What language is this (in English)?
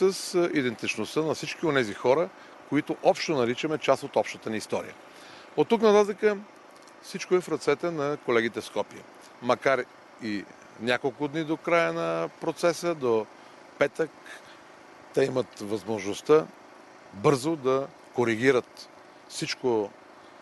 Bulgarian